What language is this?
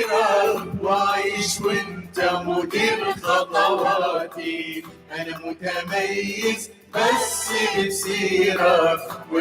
Mesopotamian Arabic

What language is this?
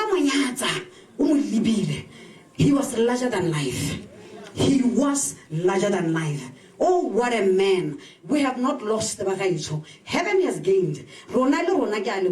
Tswana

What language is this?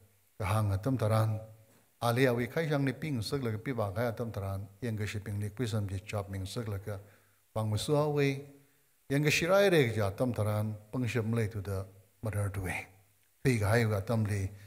Tangkhul Naga (India)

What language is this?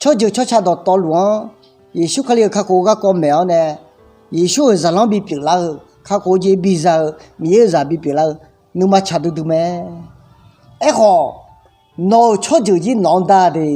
Akha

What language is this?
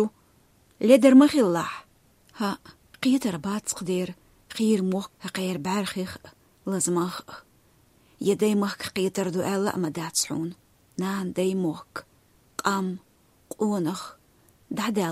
Chechen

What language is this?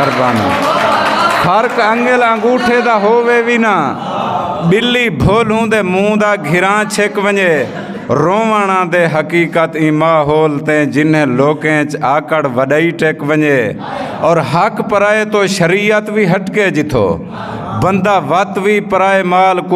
Saraiki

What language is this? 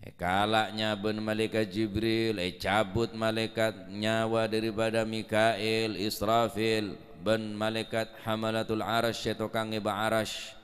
Madurese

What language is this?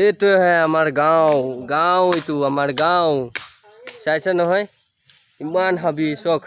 Assamese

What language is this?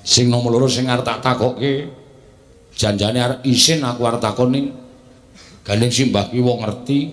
Javanese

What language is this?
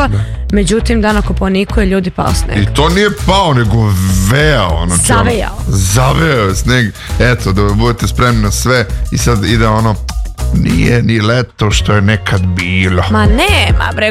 Serbian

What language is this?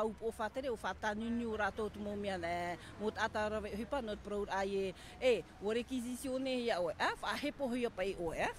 Tahitian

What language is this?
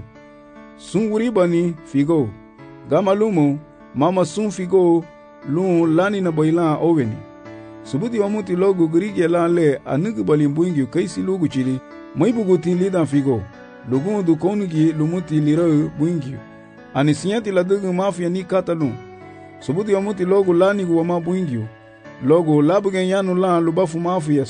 Garifuna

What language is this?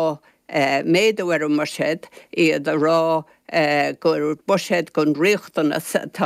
Irish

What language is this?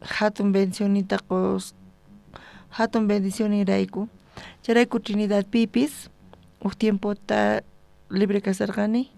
South Bolivian Quechua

